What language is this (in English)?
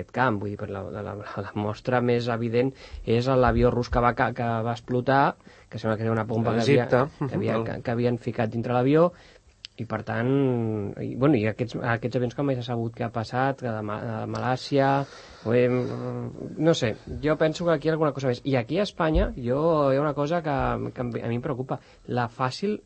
Catalan